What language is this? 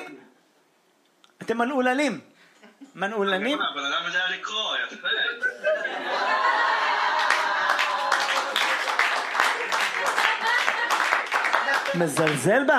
Hebrew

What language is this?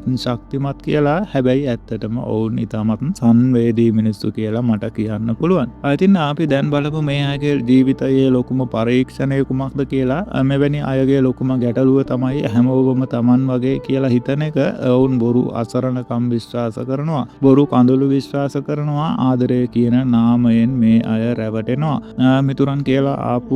Sinhala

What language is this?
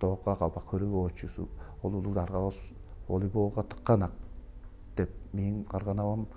Tuvinian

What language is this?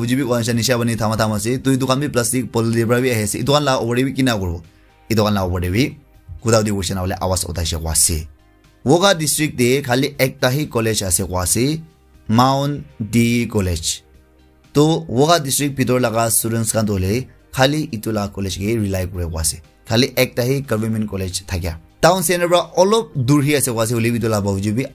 Naga Pidgin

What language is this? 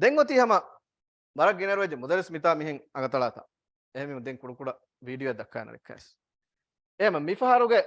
Divehi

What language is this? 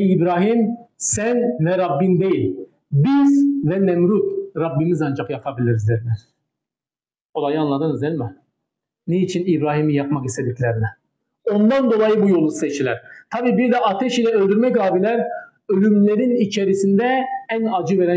Turkish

